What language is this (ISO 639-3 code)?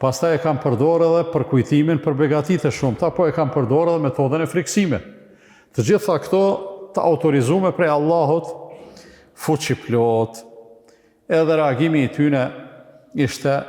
sqi